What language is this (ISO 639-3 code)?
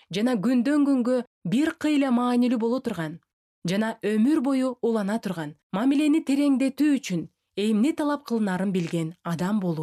kir